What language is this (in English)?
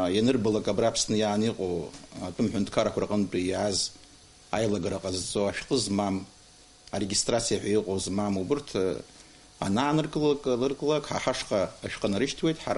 Abkhazian